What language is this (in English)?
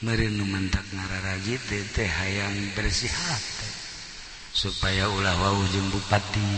Sundanese